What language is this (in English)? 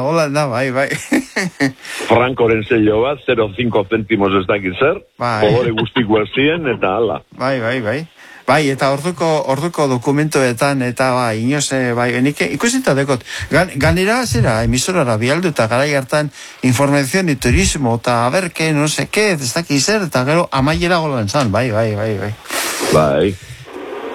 Basque